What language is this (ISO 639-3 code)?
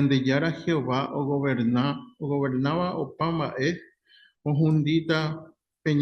grn